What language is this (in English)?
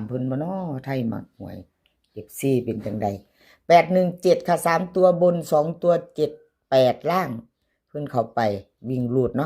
Northeastern Thai